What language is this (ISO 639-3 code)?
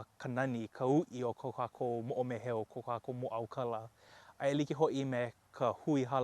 haw